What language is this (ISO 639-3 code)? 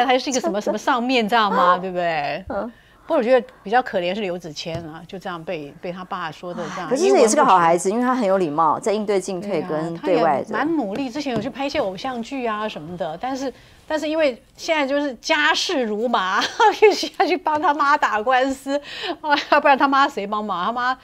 zho